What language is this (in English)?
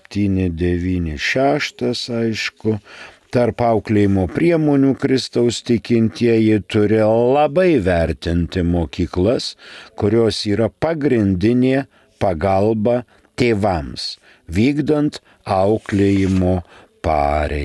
Lithuanian